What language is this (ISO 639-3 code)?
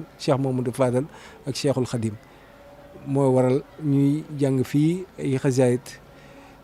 wol